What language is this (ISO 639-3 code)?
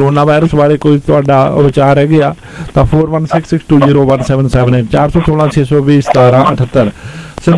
pan